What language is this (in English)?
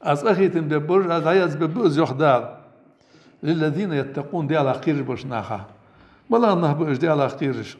Ingush